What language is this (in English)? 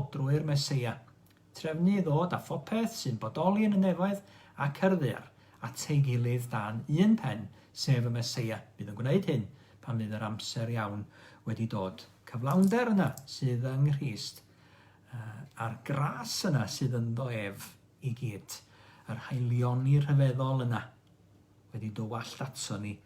Welsh